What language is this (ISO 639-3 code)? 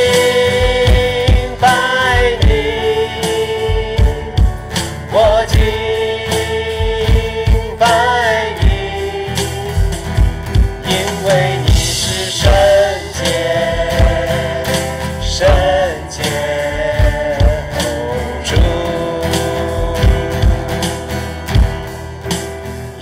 zho